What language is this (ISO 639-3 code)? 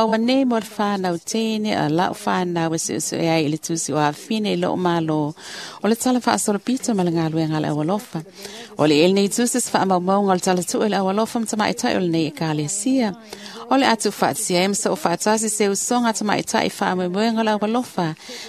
smo